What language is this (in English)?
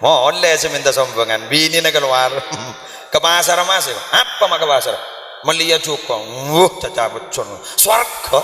Madurese